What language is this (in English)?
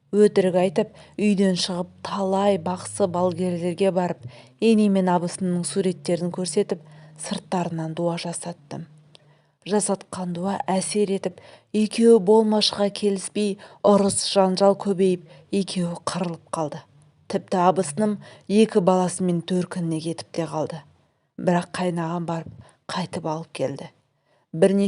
Kazakh